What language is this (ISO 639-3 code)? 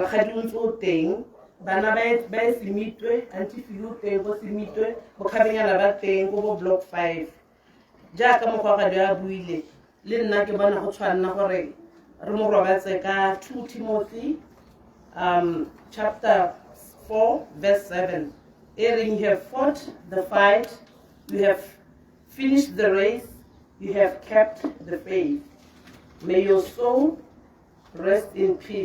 tsn